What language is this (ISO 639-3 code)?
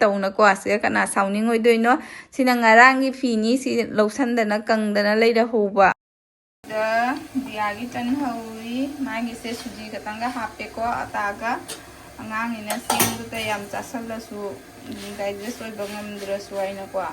mni